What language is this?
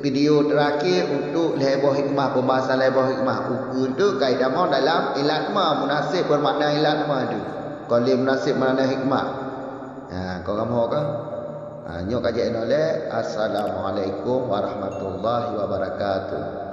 Achinese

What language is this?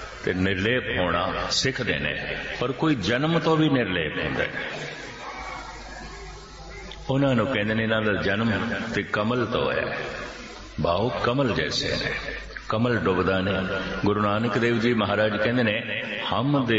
Punjabi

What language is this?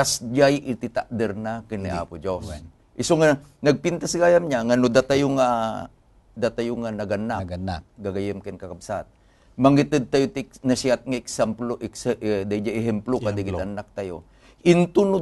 Iloko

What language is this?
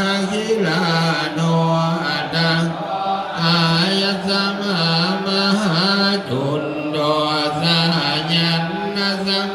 Pali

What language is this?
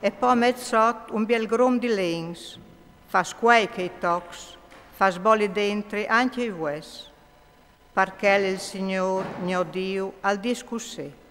Friulian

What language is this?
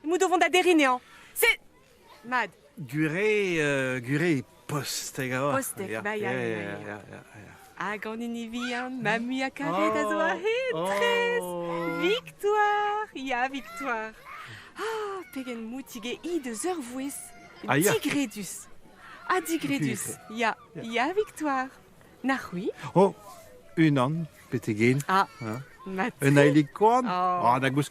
Breton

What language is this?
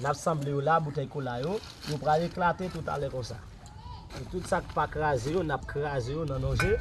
Haitian Creole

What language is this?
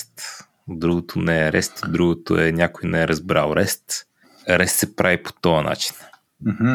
Bulgarian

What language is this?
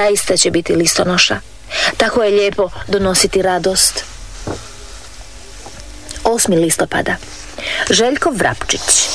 Croatian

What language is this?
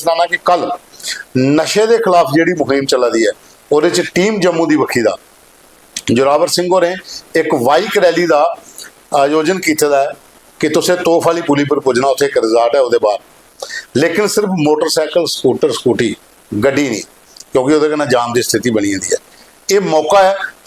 Dogri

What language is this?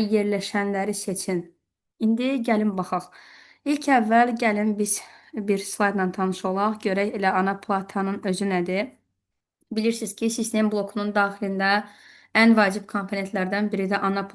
Azerbaijani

